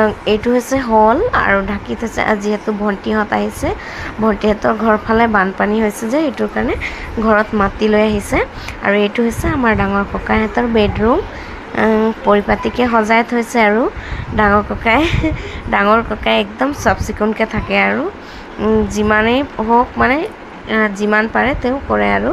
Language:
Assamese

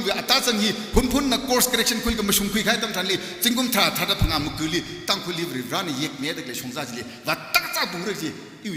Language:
Tangkhul Naga (India)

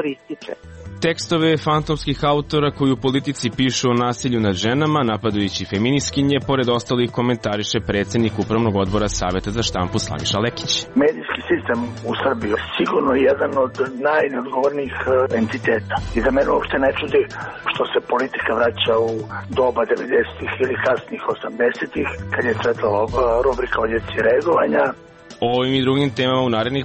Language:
Serbian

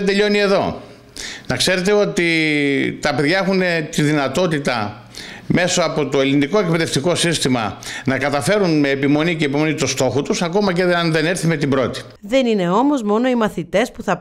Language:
Greek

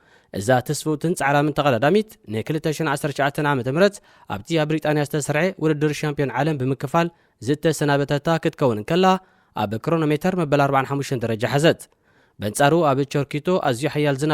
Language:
Tigrinya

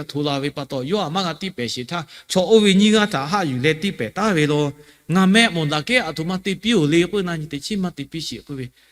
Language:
Lahu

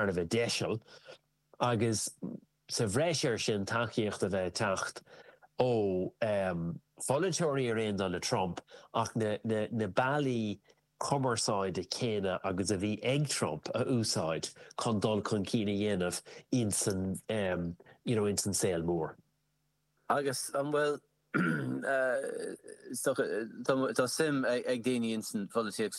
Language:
Irish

